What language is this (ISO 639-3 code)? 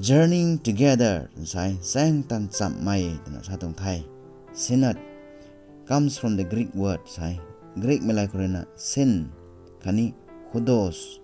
nbu